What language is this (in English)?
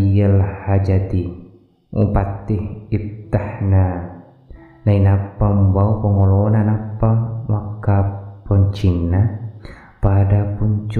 Buginese